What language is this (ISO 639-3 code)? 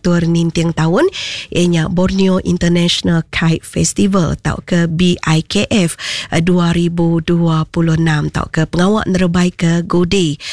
iba